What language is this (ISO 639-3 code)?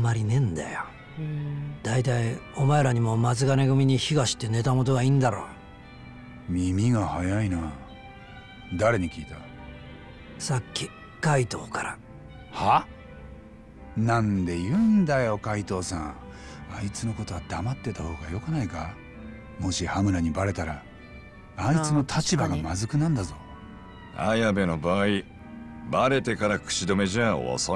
jpn